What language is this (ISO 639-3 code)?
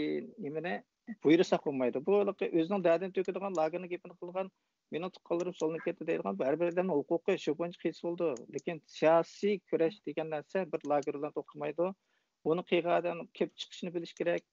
uig